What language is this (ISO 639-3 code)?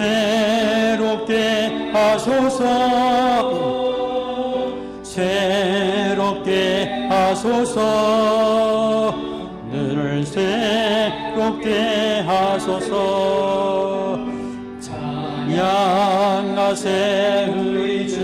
kor